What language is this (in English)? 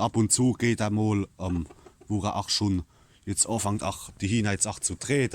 Palatine German